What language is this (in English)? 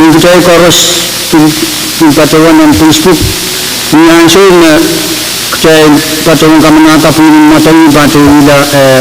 Pohnpeian